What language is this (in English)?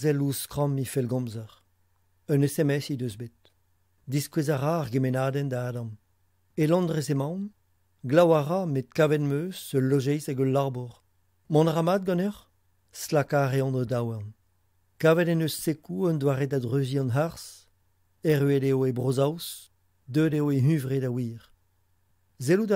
Breton